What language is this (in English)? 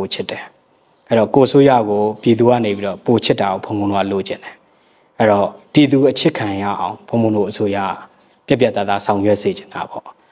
Burmese